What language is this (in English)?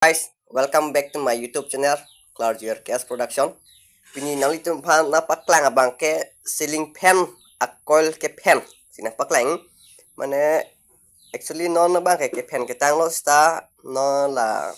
Karbi